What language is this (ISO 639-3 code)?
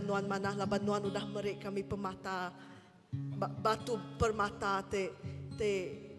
iba